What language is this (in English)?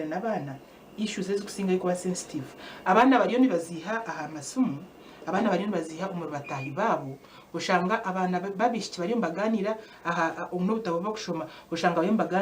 Nyankole